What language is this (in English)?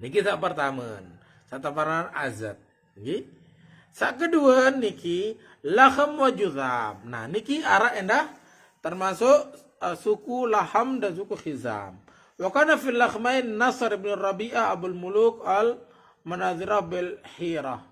Sasak